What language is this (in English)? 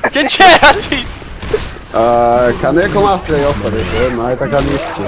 Faroese